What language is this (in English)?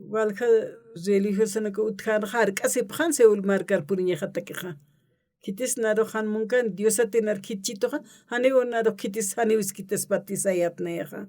Aymara